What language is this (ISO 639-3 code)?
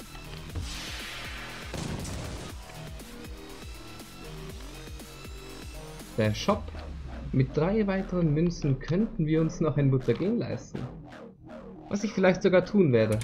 deu